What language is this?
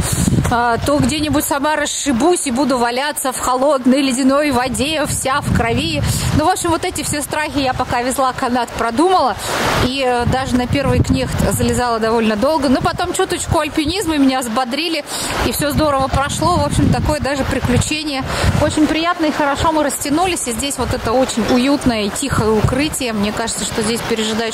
Russian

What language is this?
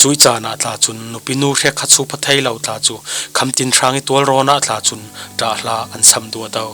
Falam Chin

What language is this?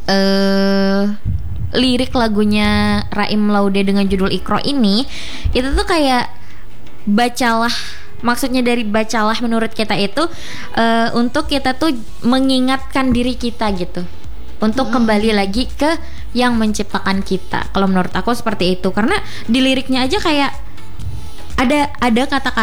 Indonesian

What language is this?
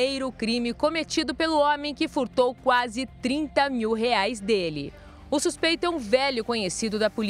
Portuguese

